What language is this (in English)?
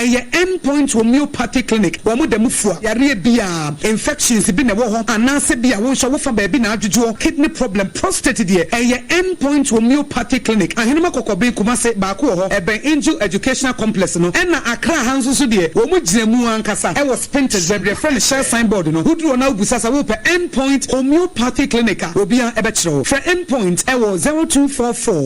Akan